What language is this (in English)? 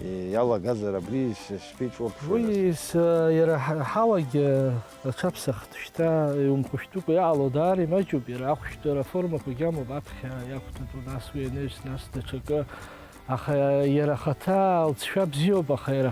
Abkhazian